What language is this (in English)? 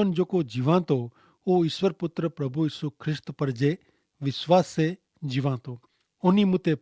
Kachhi